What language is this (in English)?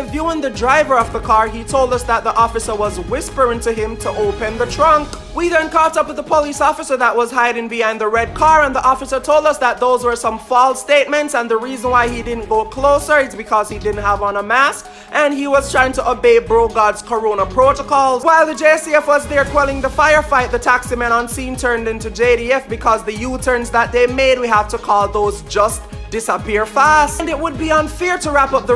Jamaican Creole English